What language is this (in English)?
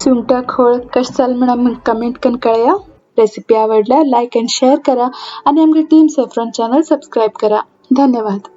Konkani